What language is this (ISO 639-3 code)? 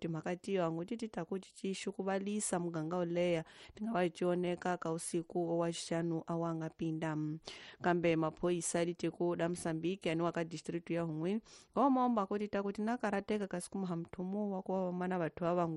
tso